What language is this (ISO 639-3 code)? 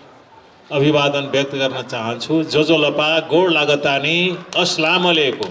new